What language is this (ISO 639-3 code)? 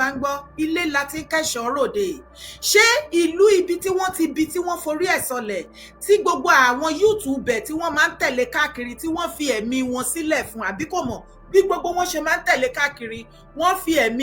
yor